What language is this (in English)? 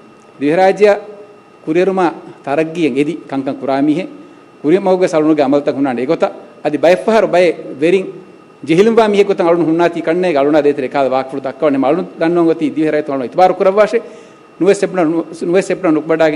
Divehi